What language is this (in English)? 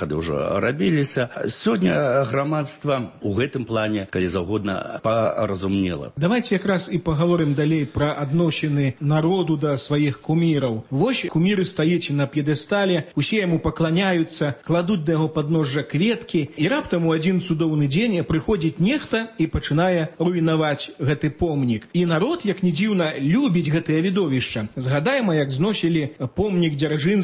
Belarusian